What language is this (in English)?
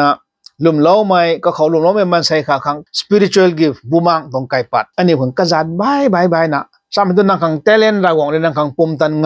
Rongmei Naga